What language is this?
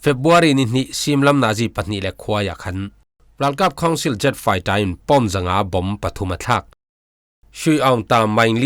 Falam Chin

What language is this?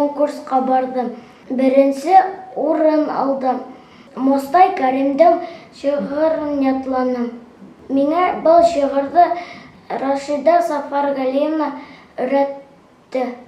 Bashkir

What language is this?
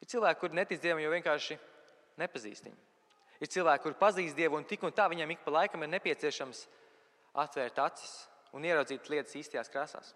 Latvian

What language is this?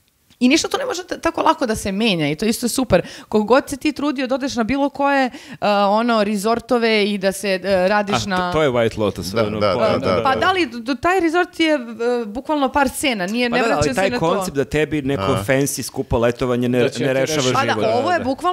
Serbian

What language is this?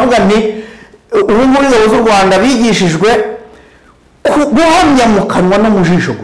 Kinyarwanda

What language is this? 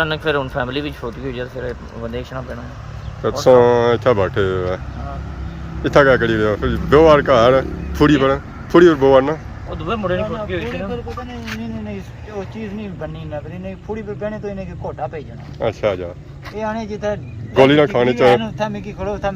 Pahari-Potwari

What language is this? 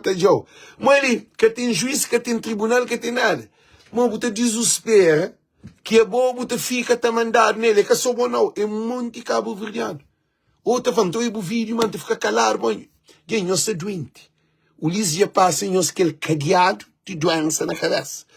Kabuverdianu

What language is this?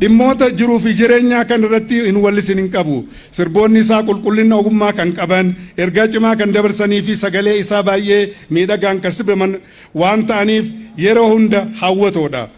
Oromo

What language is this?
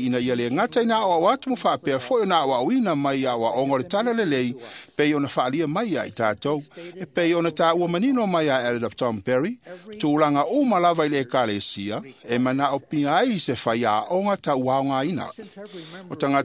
Samoan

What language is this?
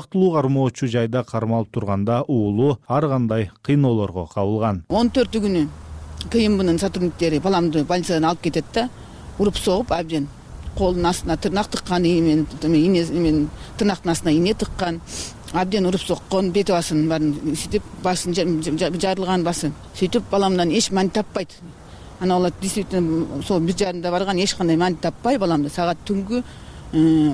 Kyrgyz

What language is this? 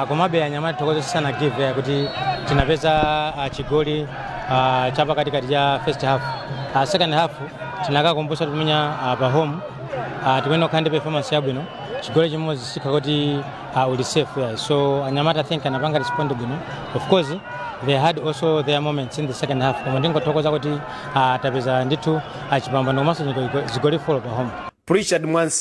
Nyanja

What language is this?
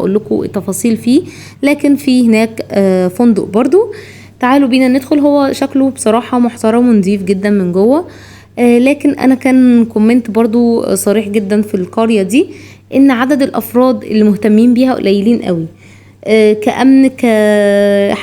Egyptian Arabic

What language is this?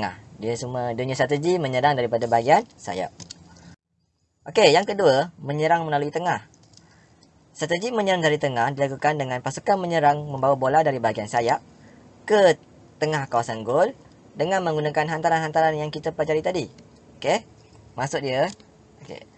Malay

